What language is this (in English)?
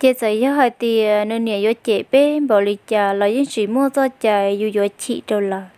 Hmong